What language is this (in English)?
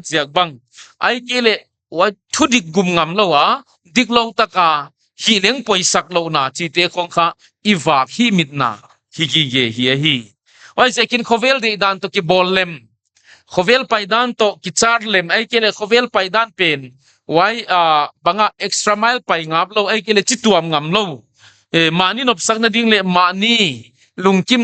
Paite Chin